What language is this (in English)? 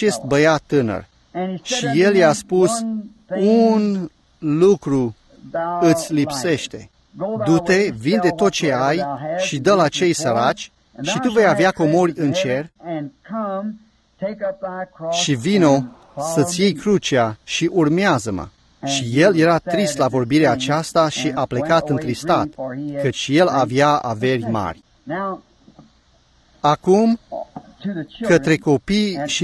Romanian